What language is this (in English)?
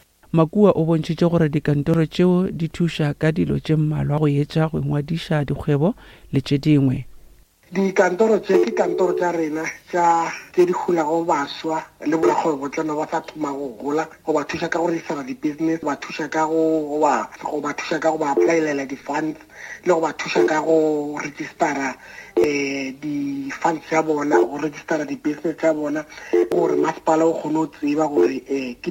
Northern Sotho